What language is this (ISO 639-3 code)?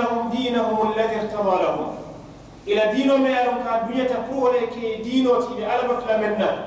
man